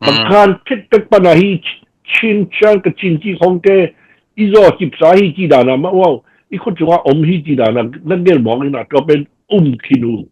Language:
Tedim Chin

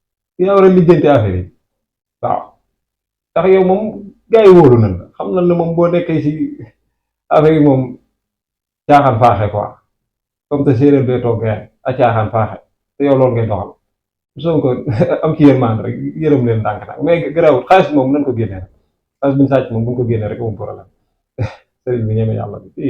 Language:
Wolof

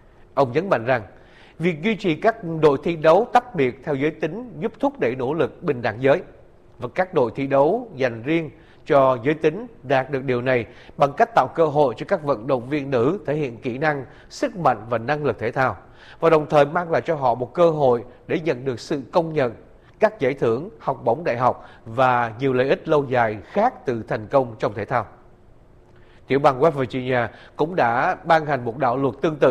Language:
Vietnamese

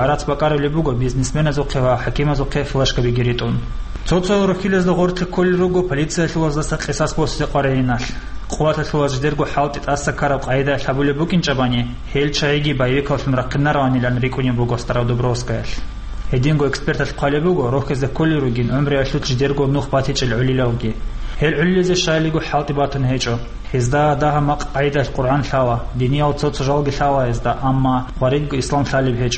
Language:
Avaric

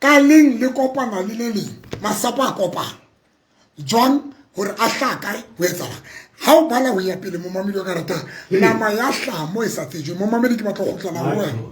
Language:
Southern Sotho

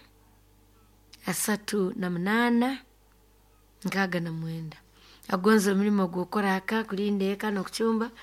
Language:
Nyoro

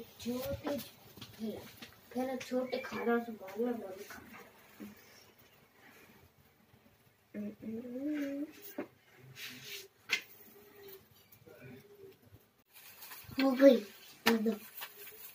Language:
Hindi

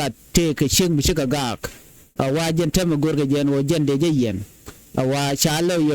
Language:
Nuer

